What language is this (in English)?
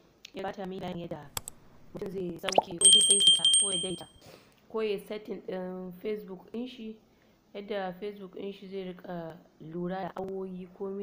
Hausa